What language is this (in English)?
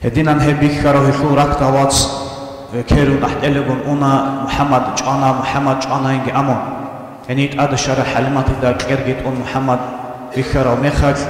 Avaric